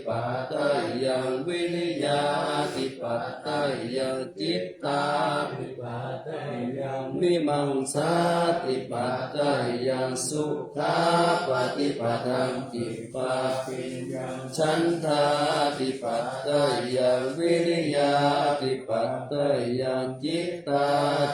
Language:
Pali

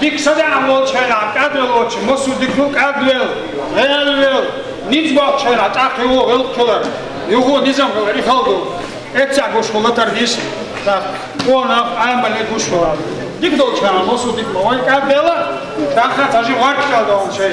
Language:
Chechen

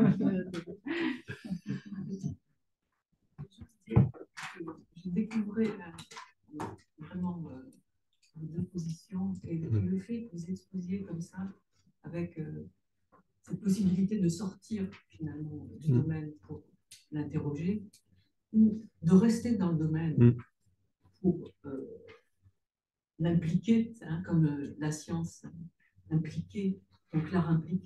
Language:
French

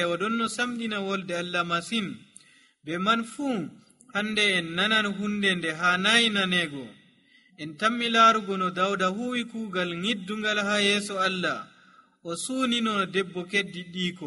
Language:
Nigerian Fulfulde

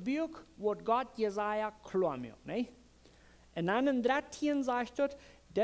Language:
Plautdietsch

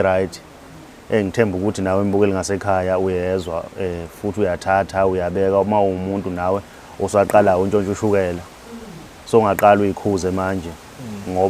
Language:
Zulu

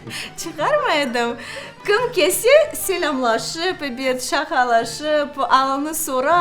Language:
Crimean Tatar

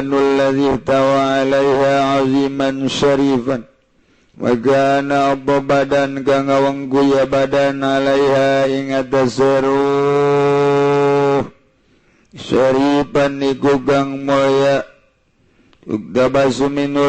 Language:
Sundanese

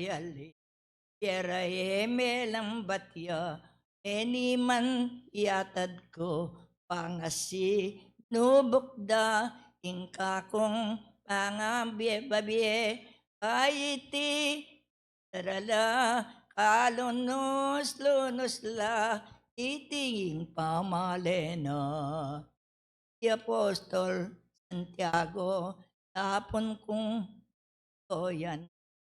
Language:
Pampanga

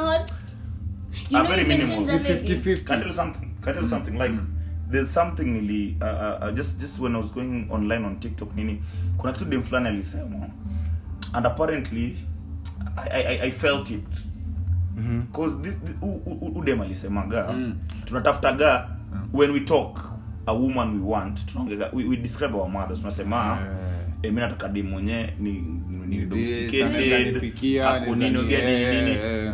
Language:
Swahili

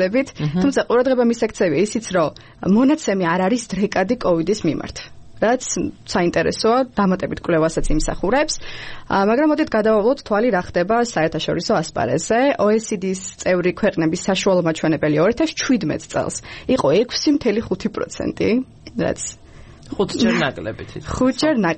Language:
Georgian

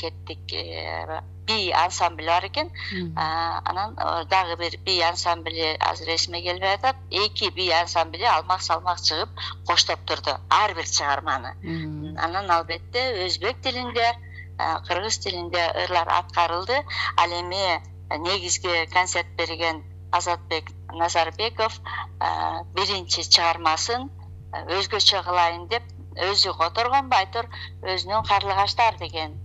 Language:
Kyrgyz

